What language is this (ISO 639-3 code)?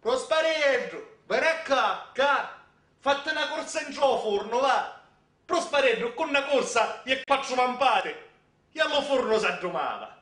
scn